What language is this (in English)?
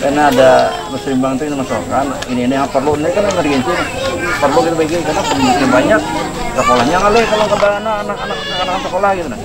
Banjar